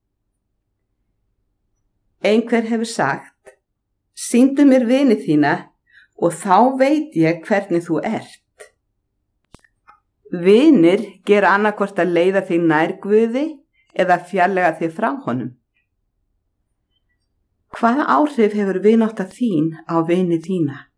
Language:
Icelandic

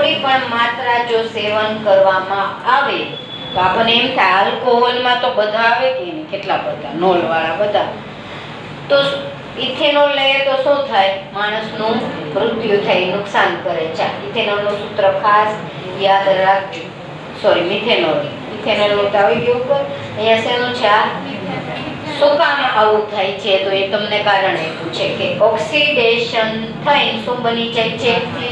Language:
Gujarati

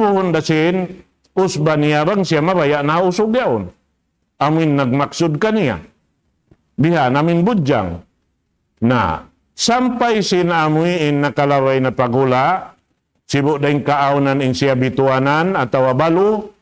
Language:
Tausug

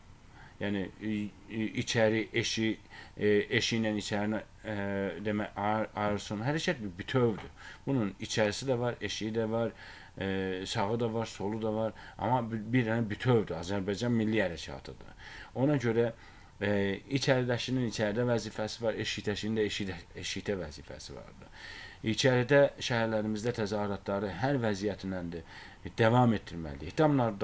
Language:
Azerbaijani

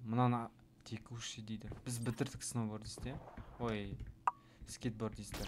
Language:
Kazakh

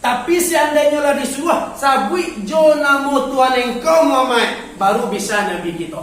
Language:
Minangkabau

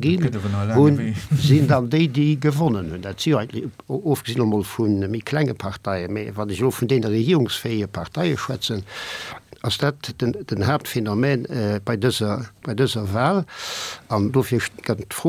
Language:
Luxembourgish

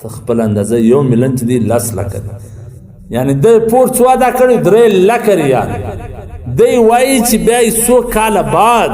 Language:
Pashto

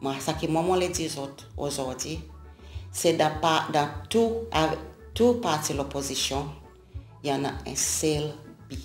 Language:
Seselwa Creole French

